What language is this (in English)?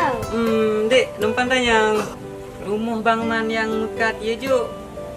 Achinese